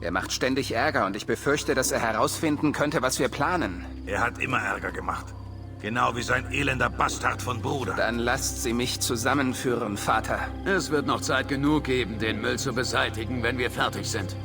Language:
Bavarian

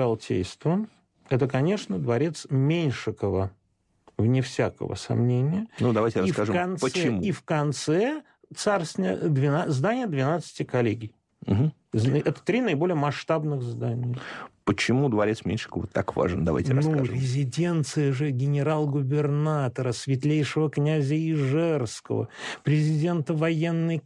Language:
Russian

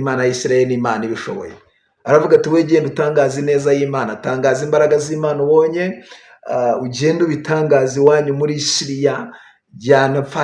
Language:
Kinyarwanda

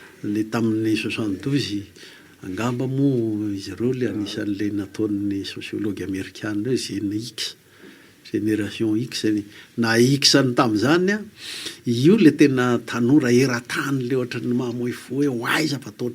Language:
Malagasy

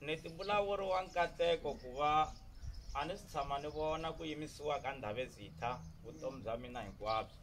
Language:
Tsonga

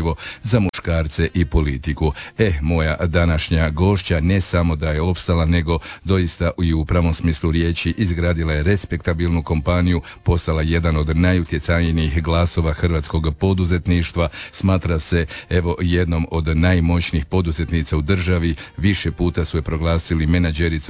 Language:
Croatian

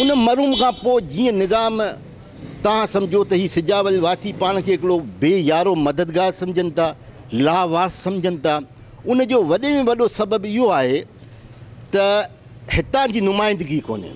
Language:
Sindhi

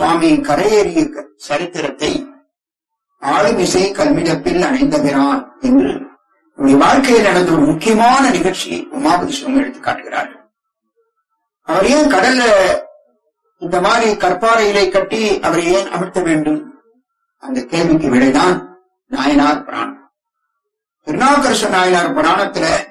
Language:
Tamil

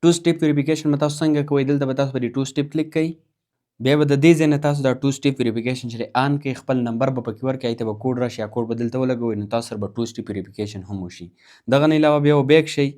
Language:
Pashto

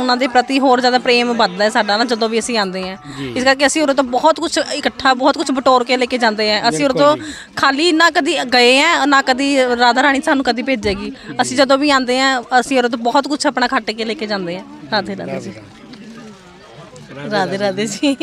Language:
Punjabi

